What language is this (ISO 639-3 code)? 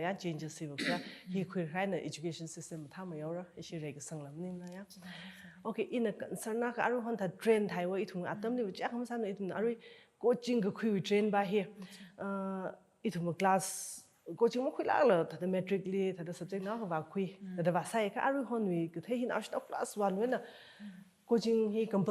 nmf